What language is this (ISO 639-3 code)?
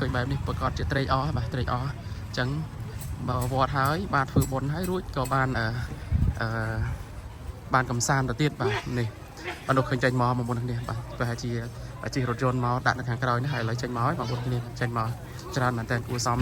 khm